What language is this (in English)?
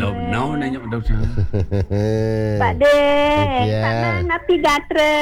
Balinese